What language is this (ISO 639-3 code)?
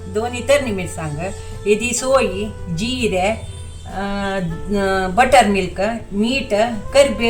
kok